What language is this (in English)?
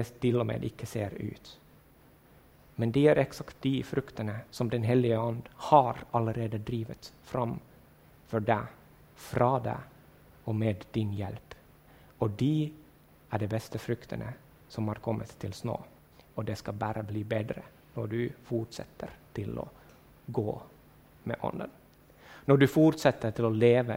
Norwegian